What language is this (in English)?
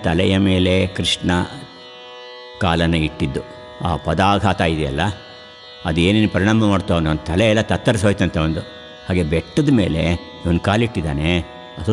Kannada